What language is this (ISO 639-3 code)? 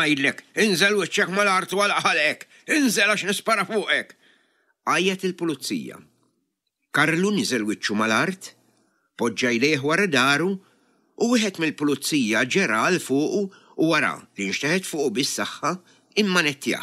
mlt